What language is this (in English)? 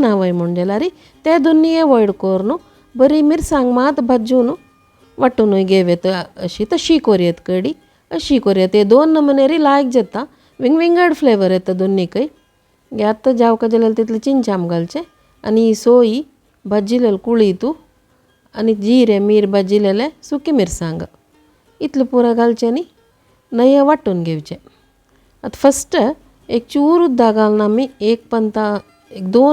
Konkani